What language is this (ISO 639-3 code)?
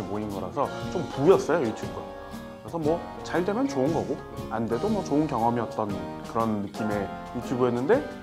kor